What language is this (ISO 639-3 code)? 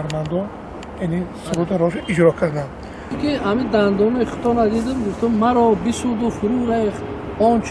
tgk